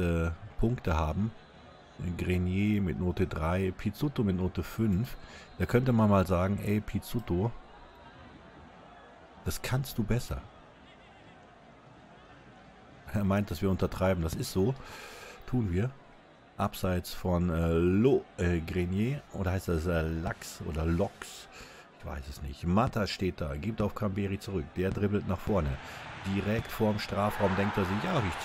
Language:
German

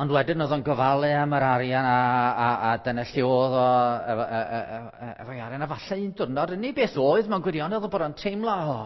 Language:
Welsh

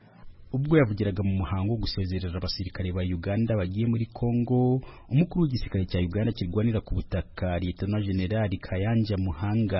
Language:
Kinyarwanda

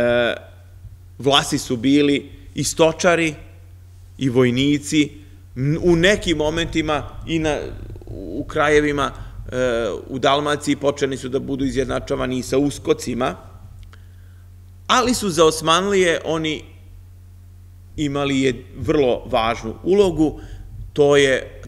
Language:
Serbian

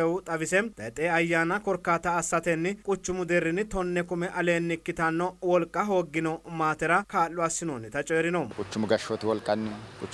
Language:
Sidamo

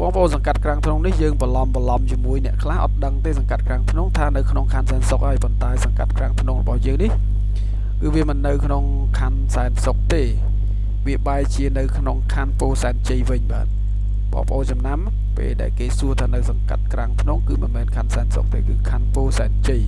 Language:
Khmer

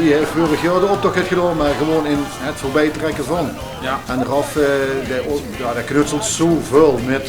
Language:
Limburgish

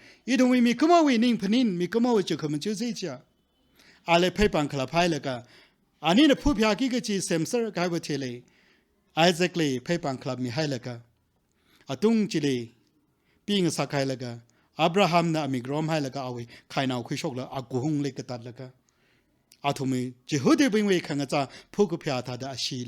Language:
Tangkhul Naga (India)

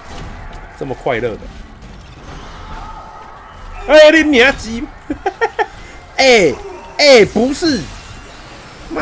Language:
Chinese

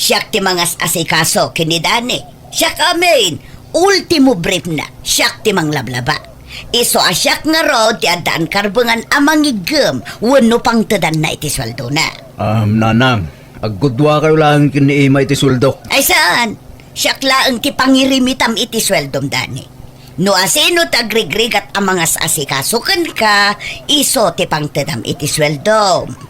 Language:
Iloko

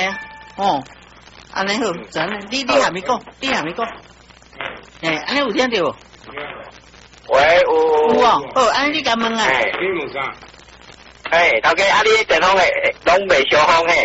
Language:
Min Nan Chinese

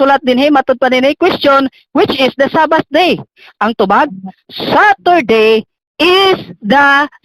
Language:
Cebuano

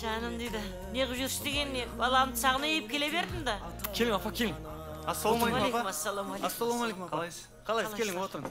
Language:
Kara-Kalpak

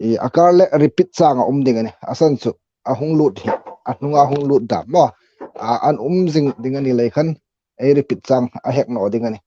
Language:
Hmar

